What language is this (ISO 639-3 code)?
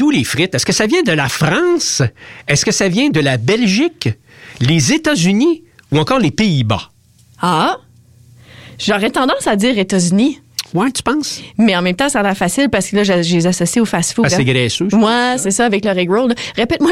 fra